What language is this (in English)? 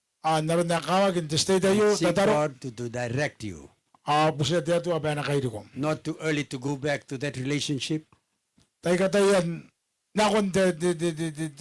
Gilbertese